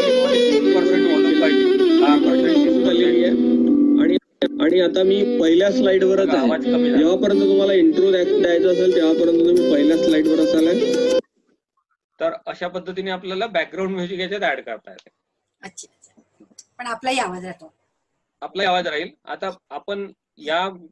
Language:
Marathi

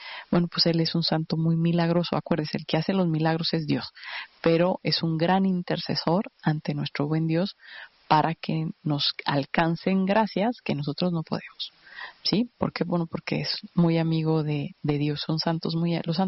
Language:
Spanish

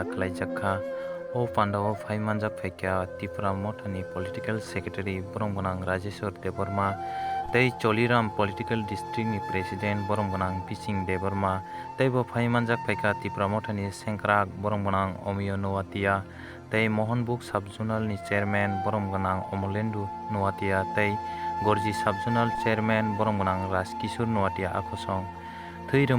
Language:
Kok Borok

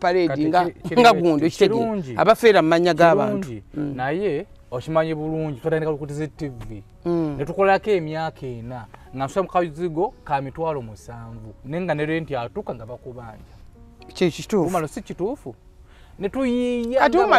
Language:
Ganda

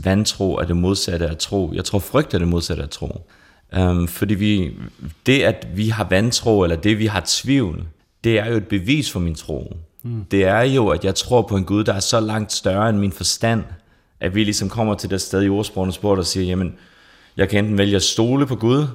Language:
Danish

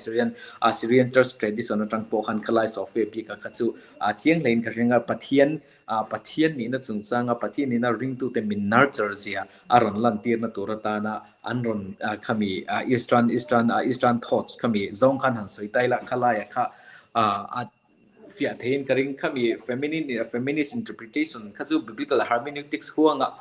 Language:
Mizo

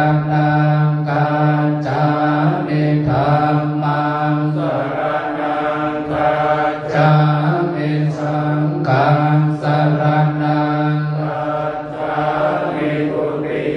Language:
Pali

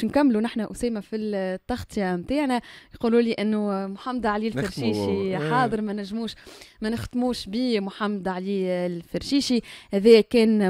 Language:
Tunisian Arabic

